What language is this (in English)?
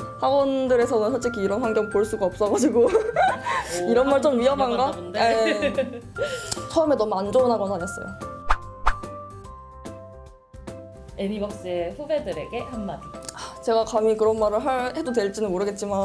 Korean